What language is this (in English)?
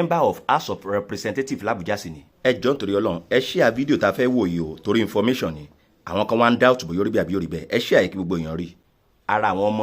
Yoruba